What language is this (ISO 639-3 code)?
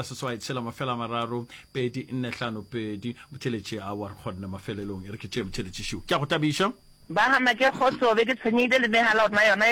nso